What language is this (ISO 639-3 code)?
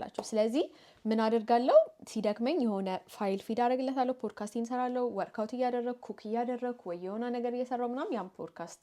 amh